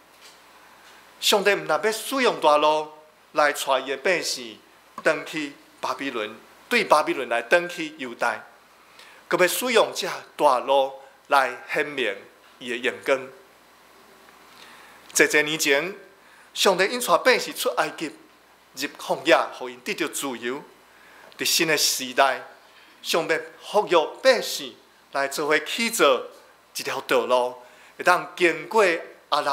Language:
Min Nan Chinese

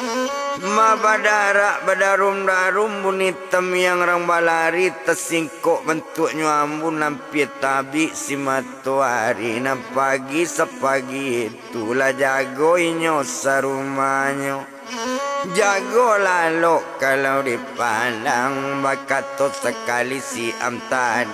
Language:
Minangkabau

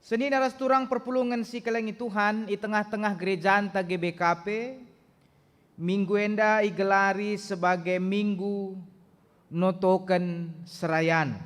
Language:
Batak Karo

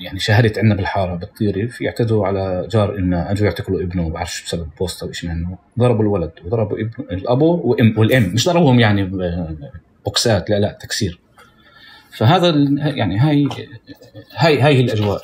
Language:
North Levantine Arabic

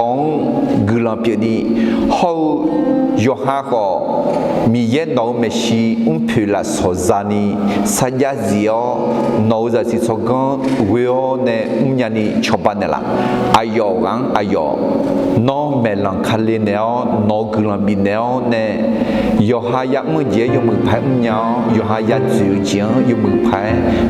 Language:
Akha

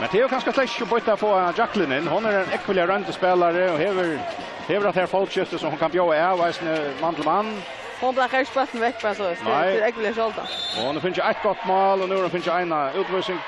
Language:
Faroese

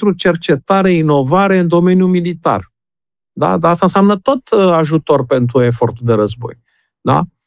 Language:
Romanian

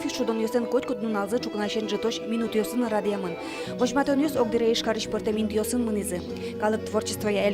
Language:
Udmurt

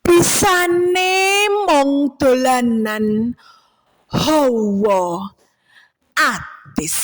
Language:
Javanese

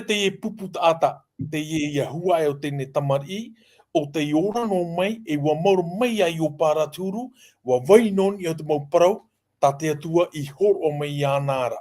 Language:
Tahitian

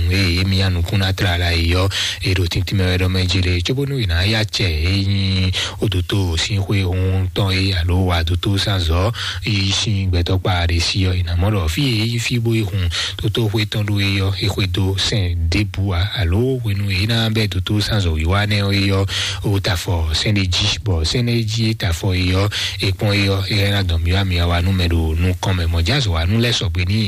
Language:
Fon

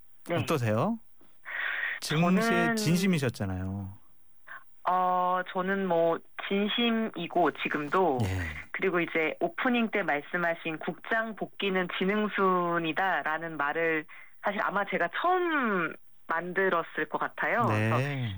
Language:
Korean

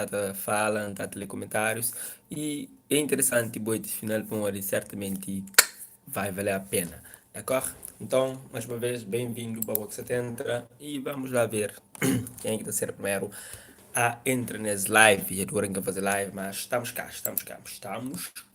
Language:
Kabuverdianu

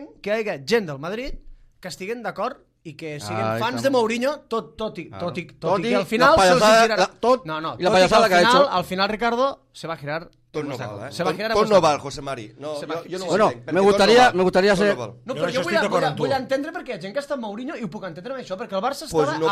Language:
Catalan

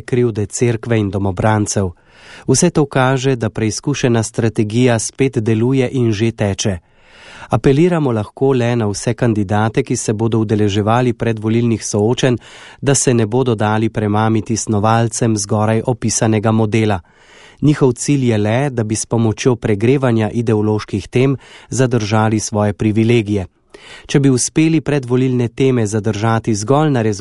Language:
Slovenian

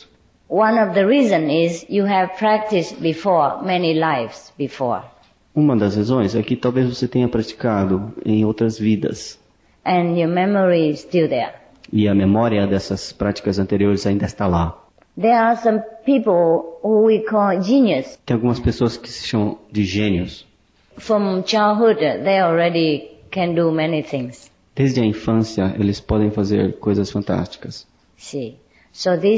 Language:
Portuguese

